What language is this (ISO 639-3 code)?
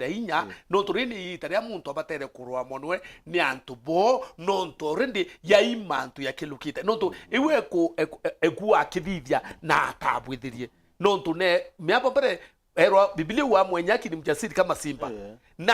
mer